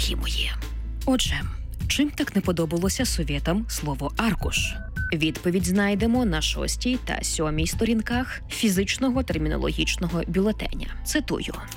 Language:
Ukrainian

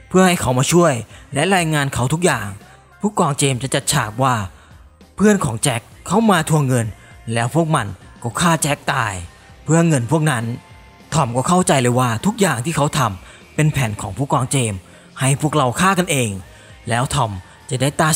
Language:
Thai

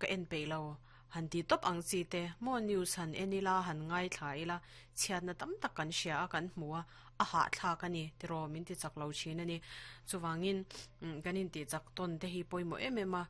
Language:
Mizo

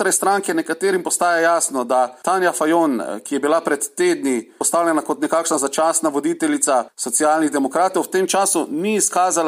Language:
Slovenian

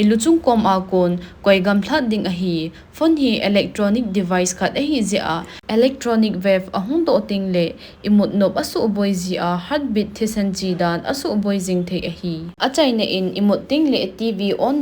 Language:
Thado Chin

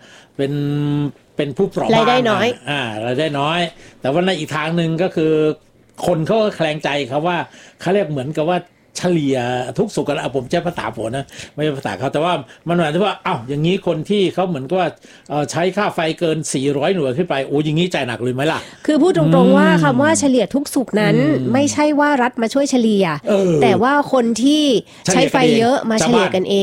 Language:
Thai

